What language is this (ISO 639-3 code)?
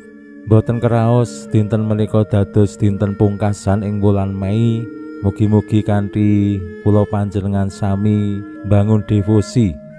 jav